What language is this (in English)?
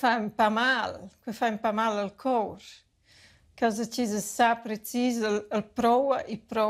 Romansh